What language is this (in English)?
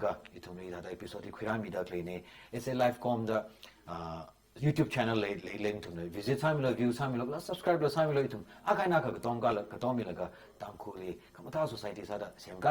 Tangkhul Naga (India)